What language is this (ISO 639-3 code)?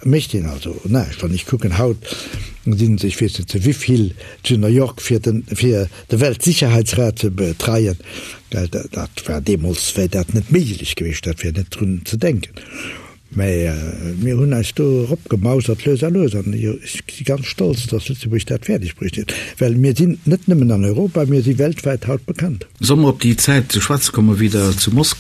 ltz